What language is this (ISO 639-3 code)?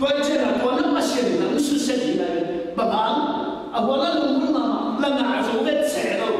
ctd